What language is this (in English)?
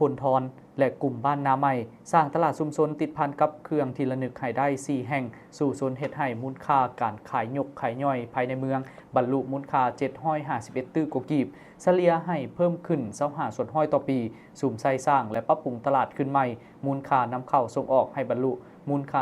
Lao